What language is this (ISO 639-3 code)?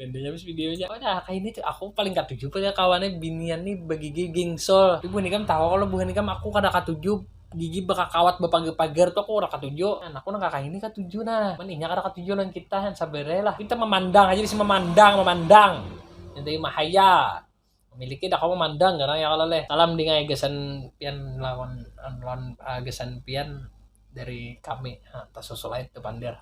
bjn